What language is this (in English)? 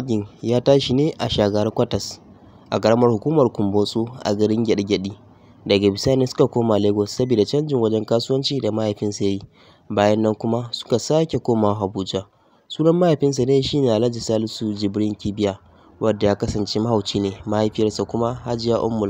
Hausa